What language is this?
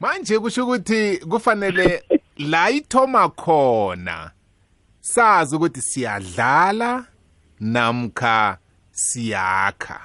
South Ndebele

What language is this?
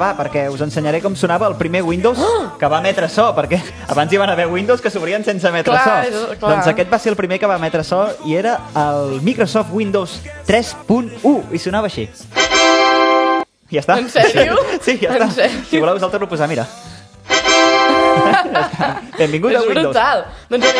Catalan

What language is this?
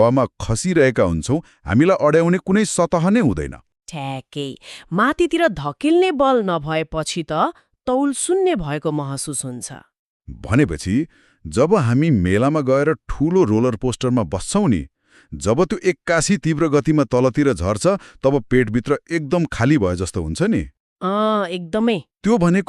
Nepali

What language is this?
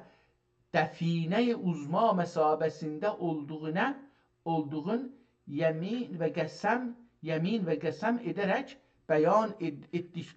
South Azerbaijani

